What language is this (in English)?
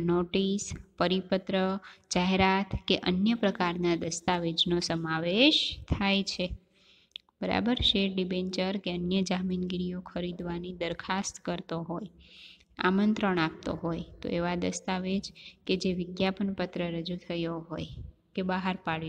Gujarati